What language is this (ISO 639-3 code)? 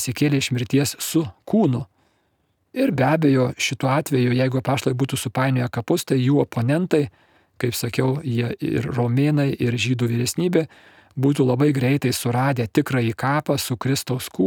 lit